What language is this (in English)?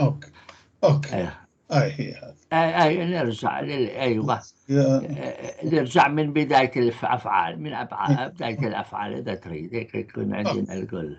North Levantine Arabic